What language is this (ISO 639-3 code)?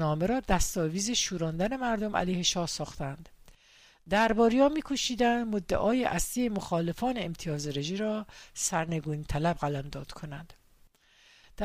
fas